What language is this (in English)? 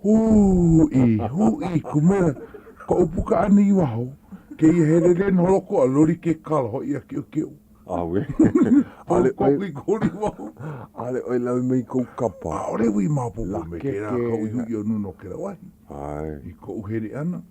Hawaiian